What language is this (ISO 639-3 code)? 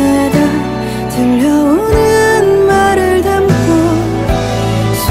kor